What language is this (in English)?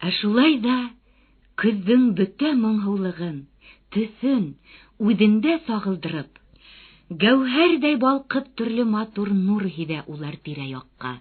Bashkir